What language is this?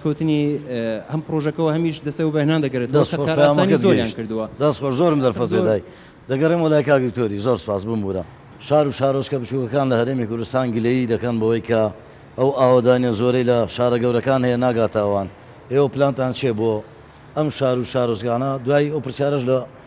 Central Kurdish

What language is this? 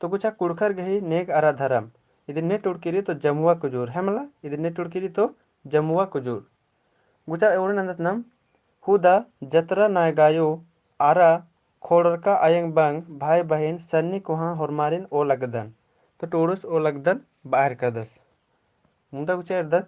Kurukh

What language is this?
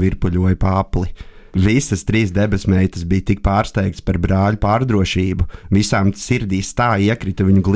Latvian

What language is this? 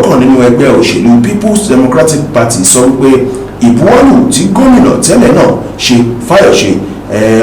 Yoruba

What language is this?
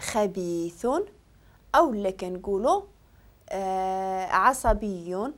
Moroccan Arabic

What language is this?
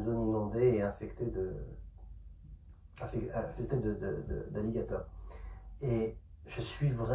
French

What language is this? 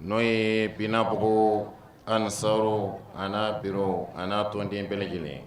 Bambara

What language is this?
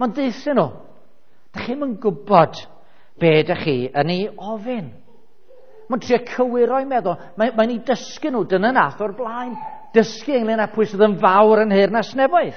Welsh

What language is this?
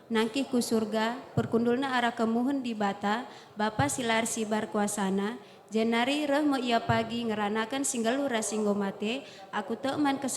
Batak Karo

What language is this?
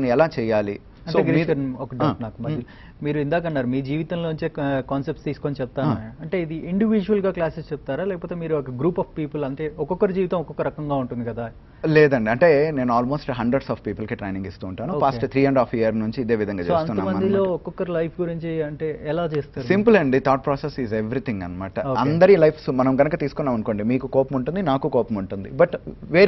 Telugu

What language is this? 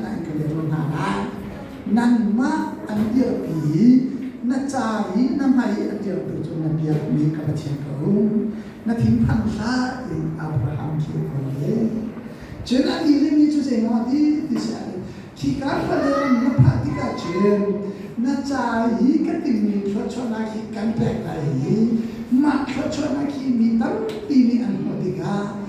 Hakha Chin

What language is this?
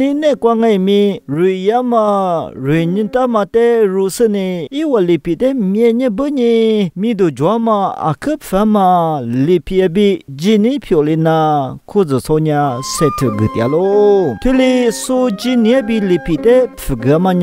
Lisu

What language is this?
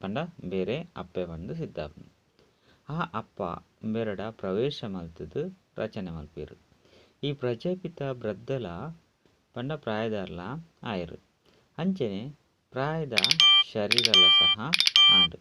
Tulu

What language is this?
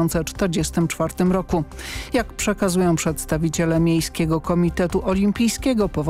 Polish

